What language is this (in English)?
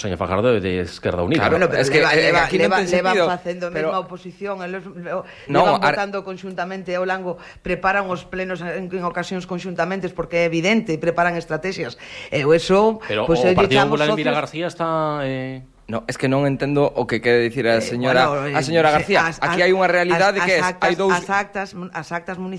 Galician